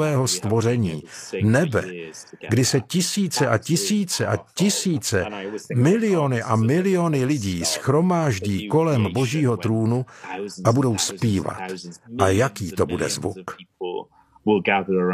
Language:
Czech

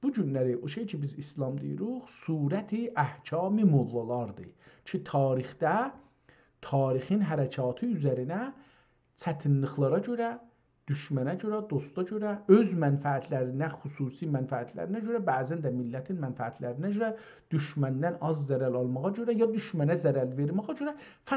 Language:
South Azerbaijani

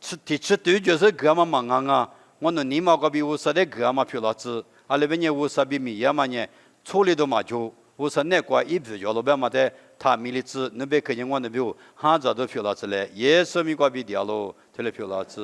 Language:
Lisu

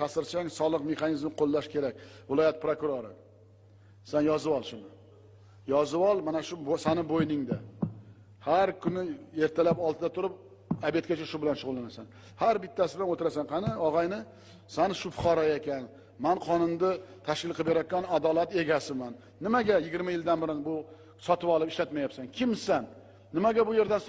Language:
Uzbek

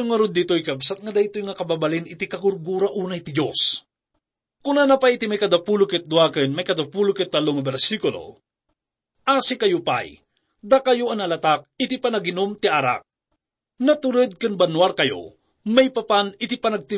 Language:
Iloko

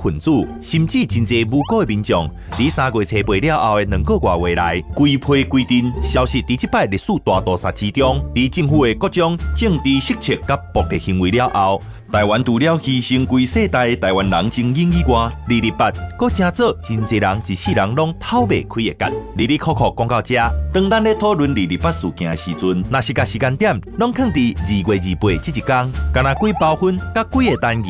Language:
Min Nan Chinese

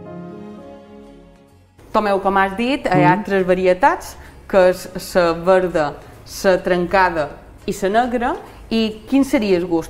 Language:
Catalan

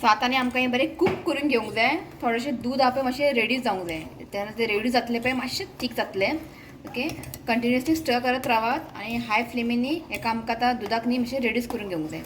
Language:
Konkani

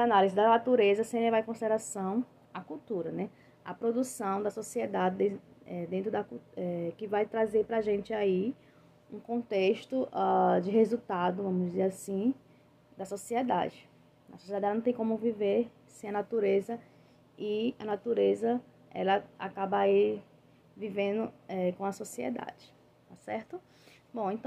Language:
Portuguese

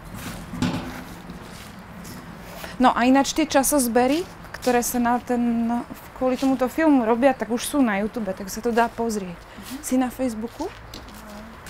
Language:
Slovak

